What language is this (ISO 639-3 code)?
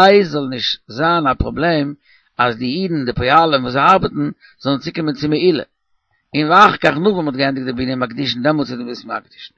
yid